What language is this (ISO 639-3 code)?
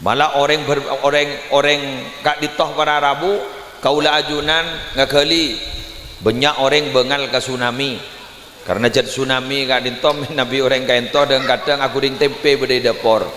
mad